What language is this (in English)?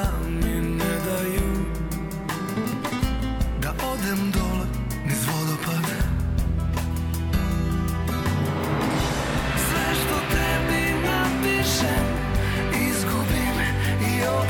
Serbian